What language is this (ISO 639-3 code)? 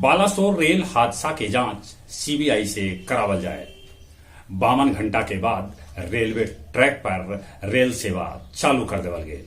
mag